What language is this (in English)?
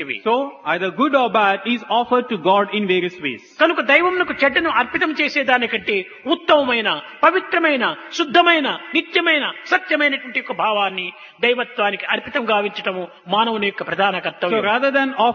Telugu